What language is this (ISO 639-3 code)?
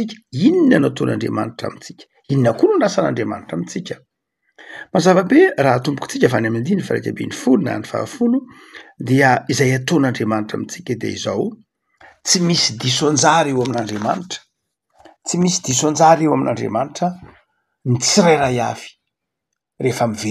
mlg